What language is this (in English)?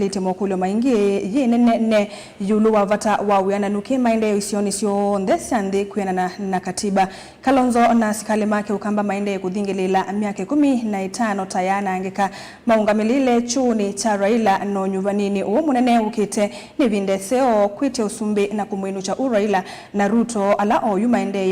Kamba